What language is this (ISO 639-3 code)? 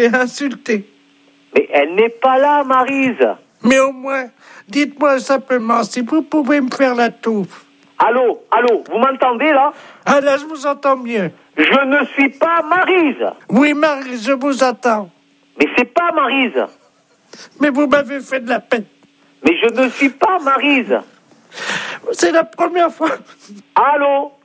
fra